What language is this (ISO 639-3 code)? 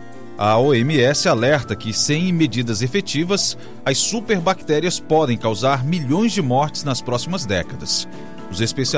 por